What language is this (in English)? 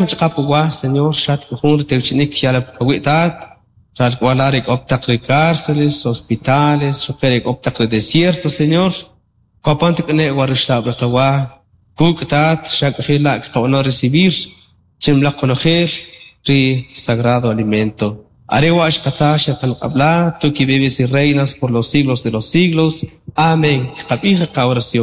Kaqchikel